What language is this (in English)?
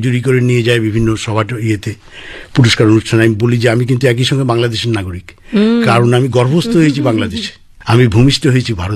Bangla